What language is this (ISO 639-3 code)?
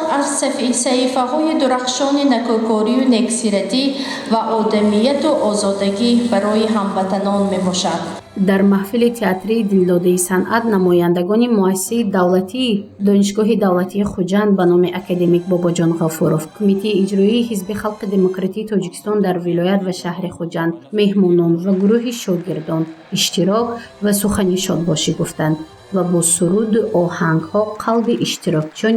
tgk